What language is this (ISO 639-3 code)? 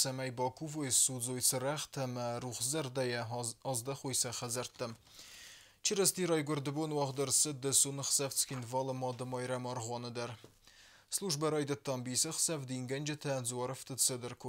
oss